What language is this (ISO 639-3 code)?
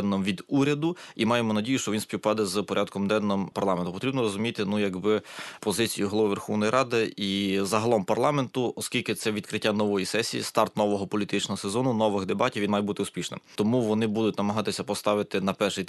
ukr